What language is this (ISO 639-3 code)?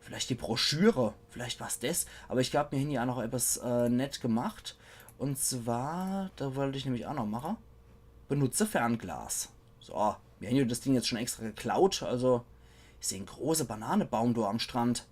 pfl